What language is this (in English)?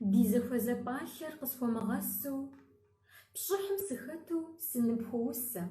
Kabardian